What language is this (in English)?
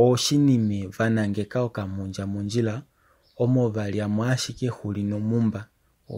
Kuanyama